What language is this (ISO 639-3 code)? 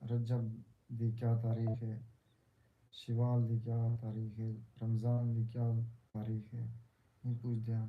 skr